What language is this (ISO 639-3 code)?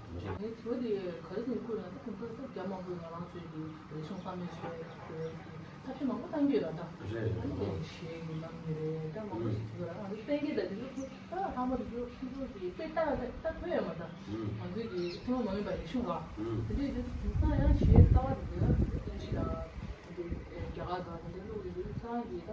bod